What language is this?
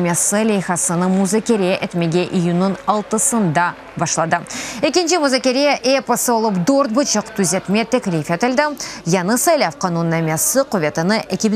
Crimean Tatar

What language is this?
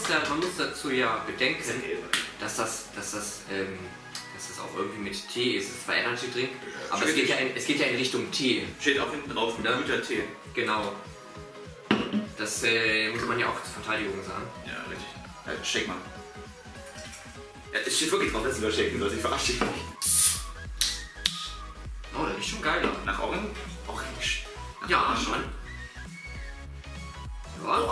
German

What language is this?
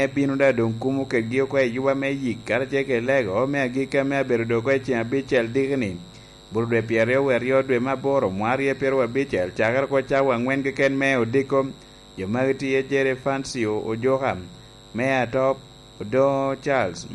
Lango (Uganda)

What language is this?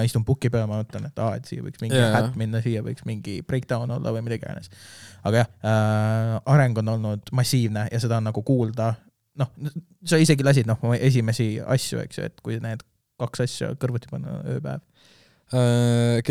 Estonian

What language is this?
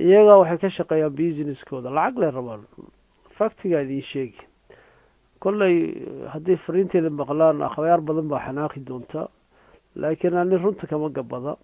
Somali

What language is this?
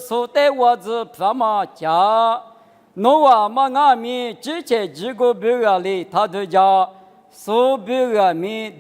Lisu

